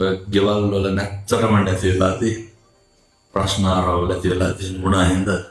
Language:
Sinhala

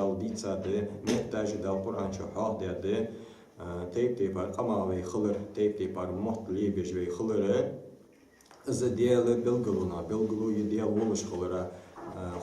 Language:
Ingush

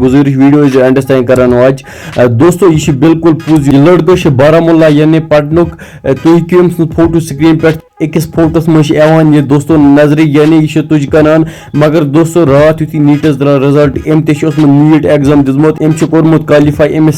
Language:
Kashmiri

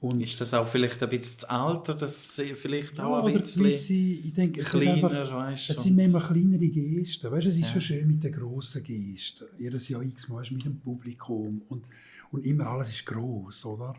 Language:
Swiss German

